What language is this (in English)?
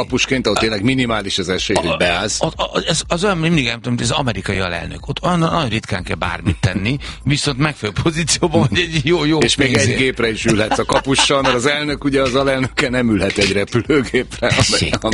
Hungarian